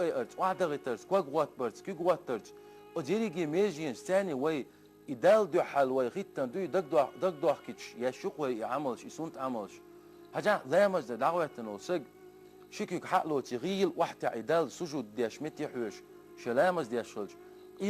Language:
Chechen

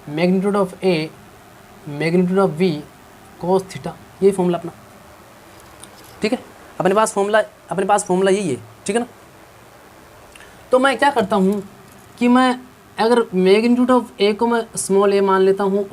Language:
Hindi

